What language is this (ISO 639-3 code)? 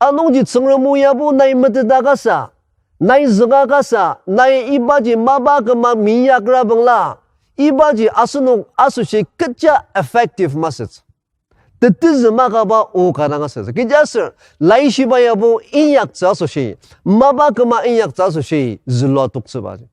njo